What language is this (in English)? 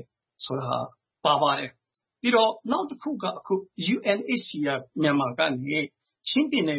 Burmese